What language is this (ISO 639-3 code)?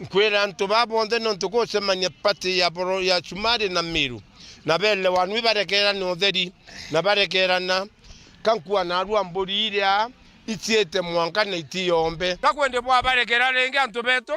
mer